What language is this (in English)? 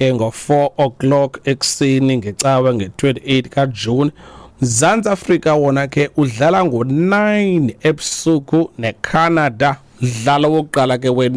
Xhosa